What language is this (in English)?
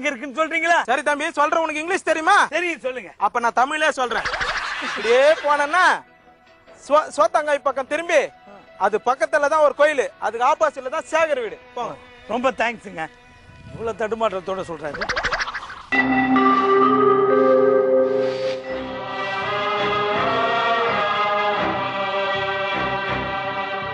Tamil